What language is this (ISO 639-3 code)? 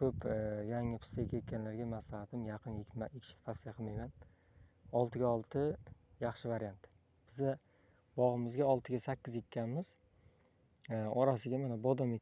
uzb